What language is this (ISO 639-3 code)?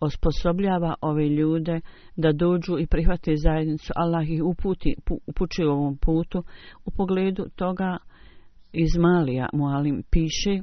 bos